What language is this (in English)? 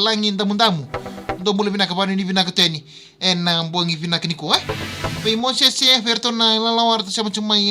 Fijian